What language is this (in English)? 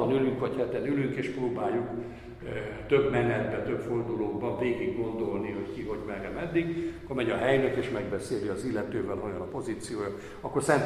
Hungarian